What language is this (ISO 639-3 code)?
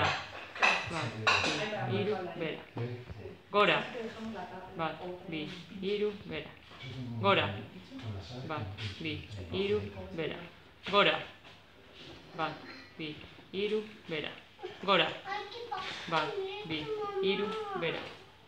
eus